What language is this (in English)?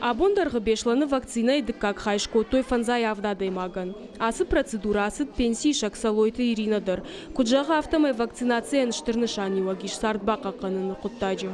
Ossetic